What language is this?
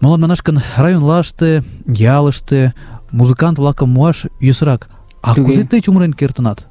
Mari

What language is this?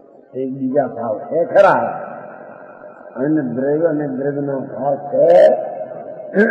Gujarati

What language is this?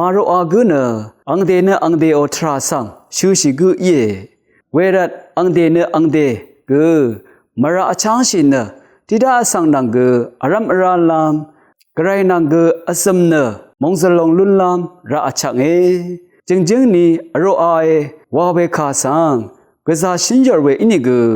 Rawang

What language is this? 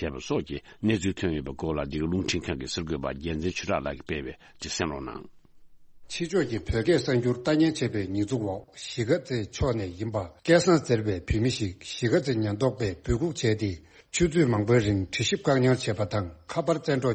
Tibetan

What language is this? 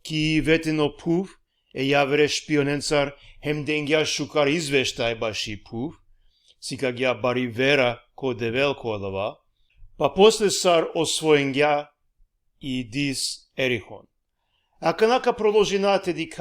Balkan Romani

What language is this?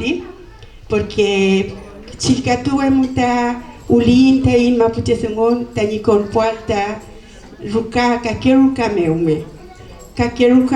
Mapuche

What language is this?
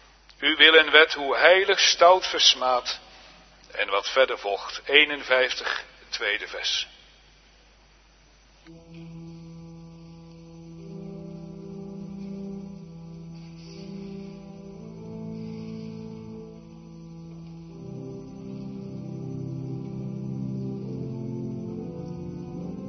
Dutch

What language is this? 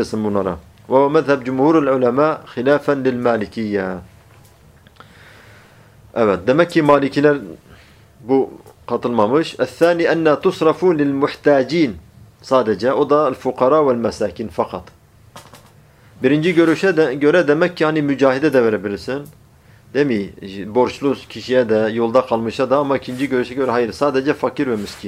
Turkish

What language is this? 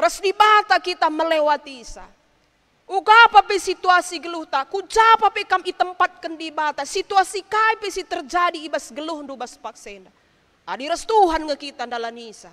Batak Karo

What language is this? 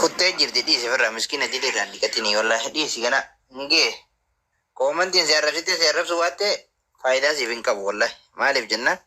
Oromo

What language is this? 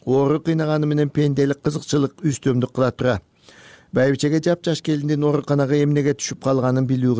Kyrgyz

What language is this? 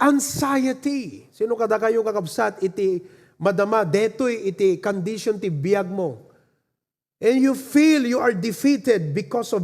Iloko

